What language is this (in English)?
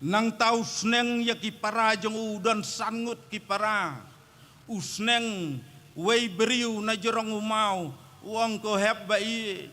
Khasi